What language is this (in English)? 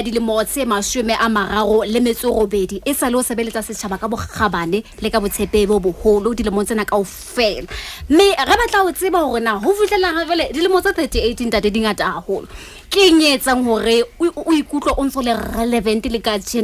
Southern Sotho